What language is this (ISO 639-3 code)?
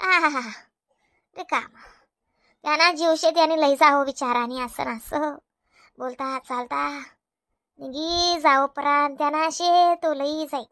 khn